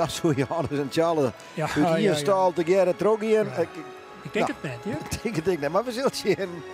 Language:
Western Frisian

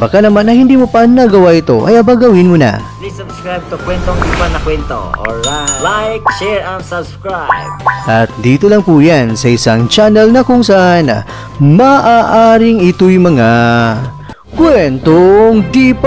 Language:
Filipino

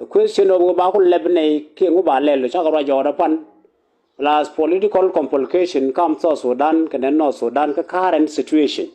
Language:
Nuer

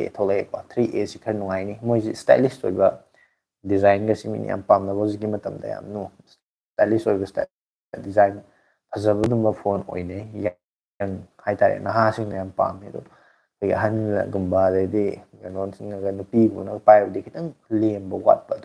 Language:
Manipuri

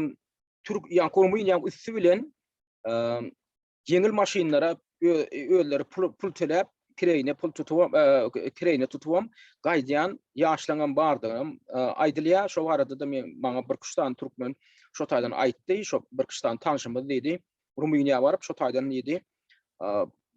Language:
Turkmen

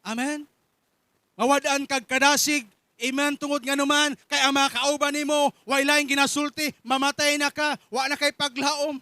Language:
Cebuano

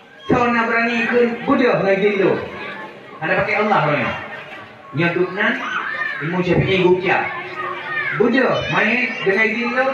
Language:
Achinese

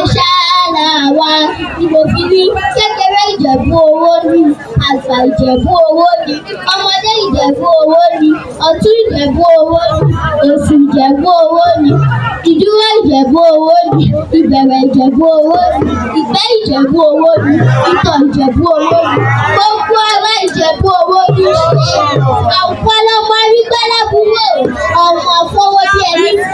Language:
Yoruba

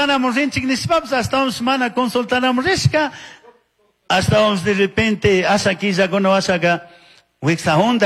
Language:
Chimborazo Highland Quichua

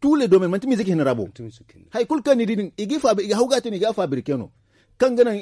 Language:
Zarma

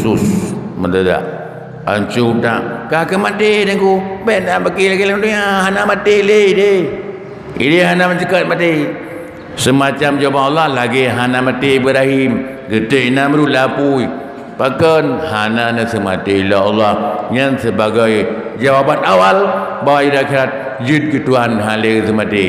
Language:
Achinese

